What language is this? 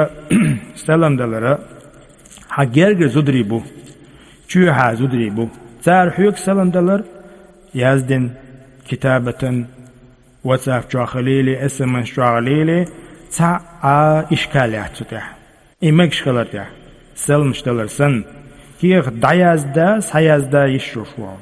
Chechen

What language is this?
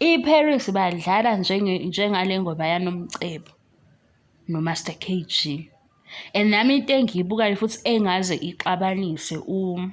Zulu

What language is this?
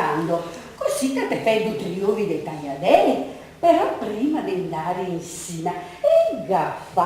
Venetian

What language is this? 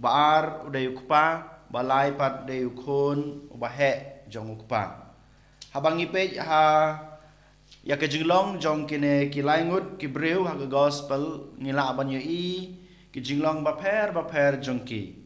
Khasi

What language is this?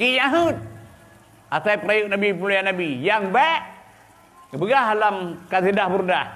Achinese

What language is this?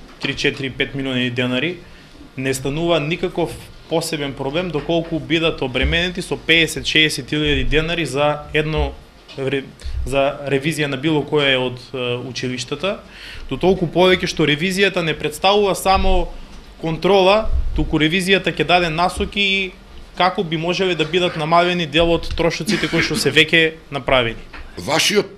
Macedonian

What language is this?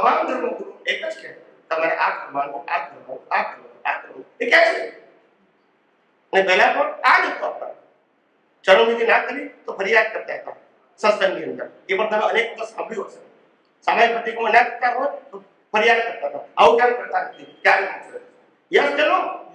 Gujarati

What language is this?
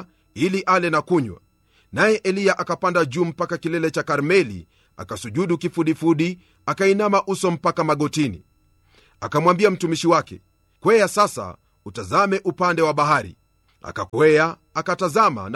Swahili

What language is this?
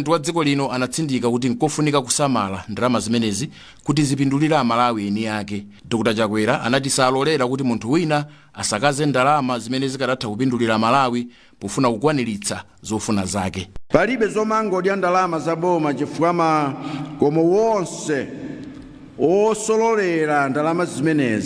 Nyanja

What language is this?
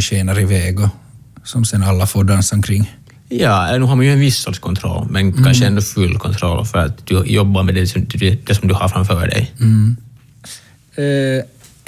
Swedish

